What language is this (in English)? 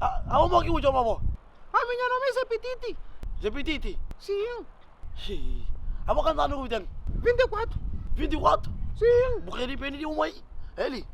Kabuverdianu